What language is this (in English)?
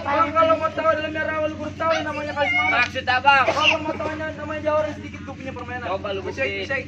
Betawi